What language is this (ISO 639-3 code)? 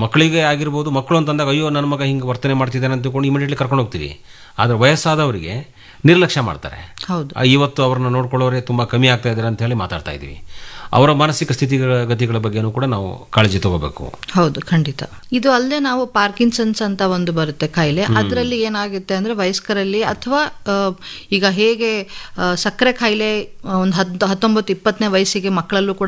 kan